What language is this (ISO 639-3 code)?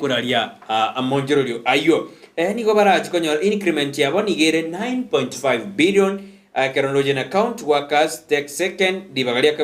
guz